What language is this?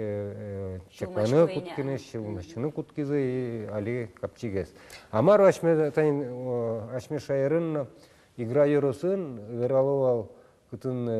Udmurt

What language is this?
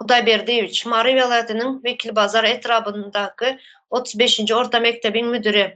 Turkmen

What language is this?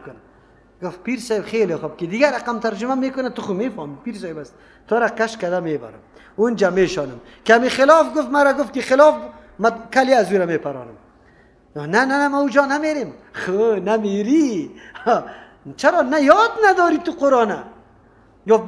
Persian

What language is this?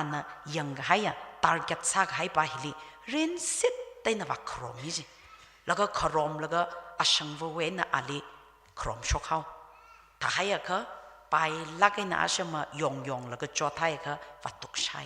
Tangkhul Naga (India)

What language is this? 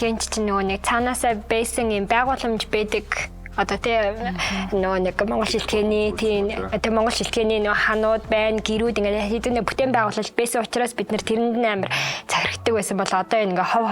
Mongolian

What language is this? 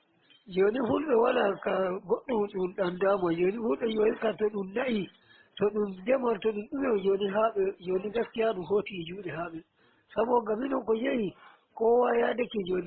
Nigerian Fulfulde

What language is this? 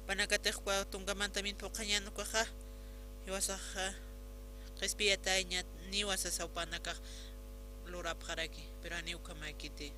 Aymara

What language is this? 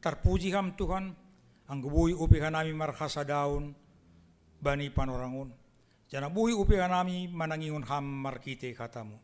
Batak Simalungun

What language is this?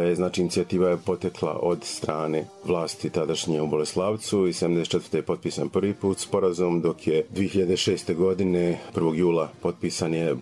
Bosnian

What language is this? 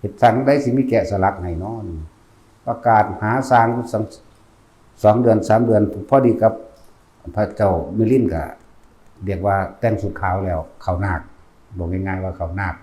Lao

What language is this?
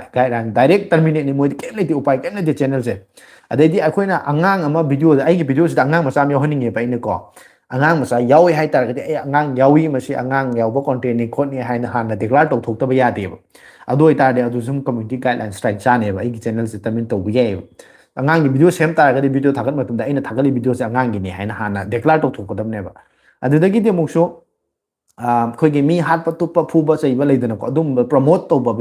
Manipuri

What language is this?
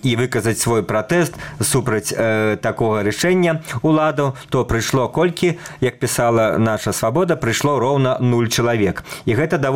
Belarusian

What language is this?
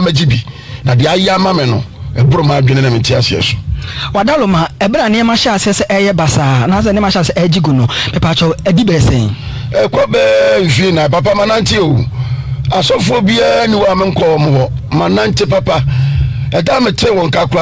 Akan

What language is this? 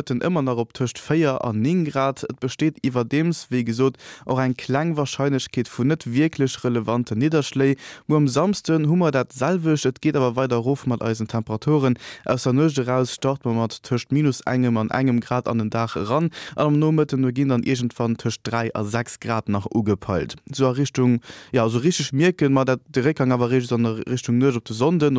Luxembourgish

